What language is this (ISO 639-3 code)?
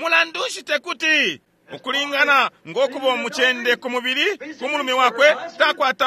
bem